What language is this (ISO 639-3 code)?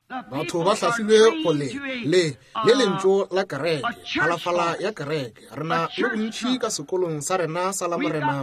nso